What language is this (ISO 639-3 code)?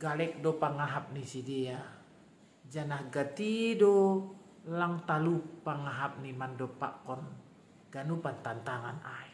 bts